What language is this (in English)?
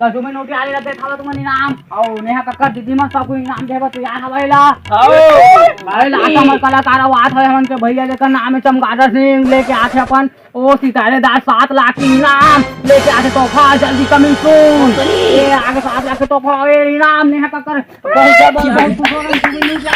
Chhattisgarhi